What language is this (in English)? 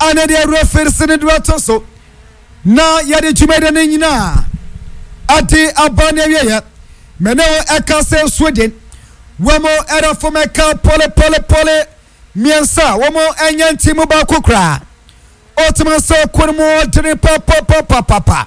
Akan